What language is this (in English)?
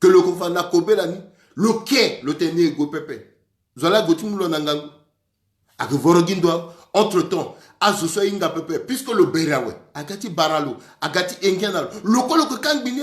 Sango